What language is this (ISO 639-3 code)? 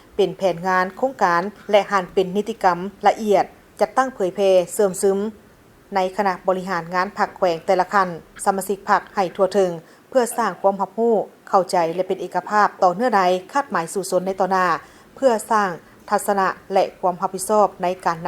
lao